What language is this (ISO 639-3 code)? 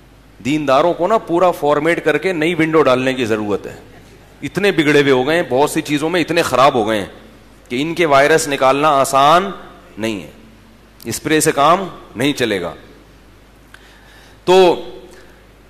urd